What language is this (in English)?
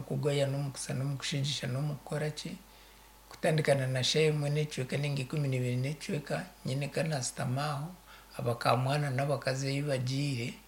Nyankole